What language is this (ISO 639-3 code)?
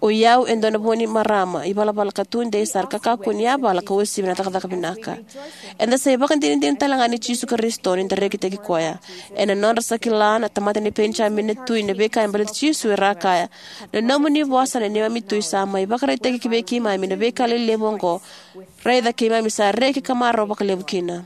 fij